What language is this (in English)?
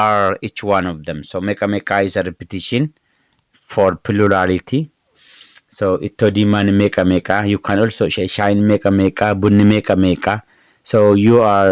English